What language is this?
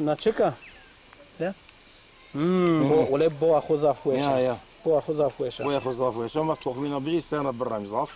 Zaza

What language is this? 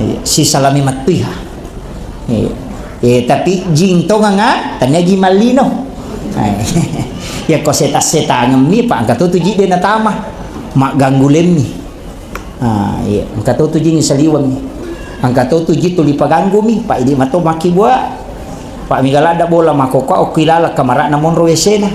Buginese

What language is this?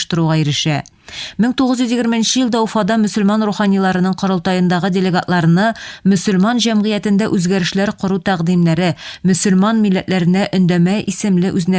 Tatar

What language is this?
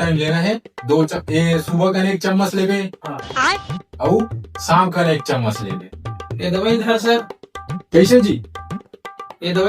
Chhattisgarhi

